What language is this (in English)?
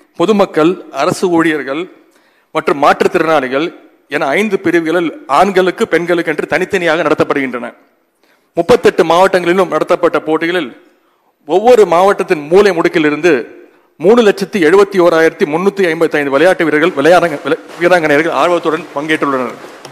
Tamil